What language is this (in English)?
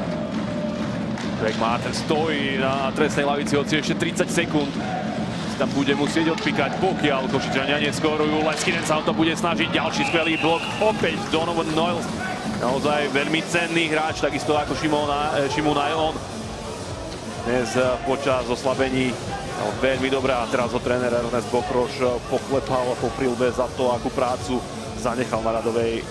Slovak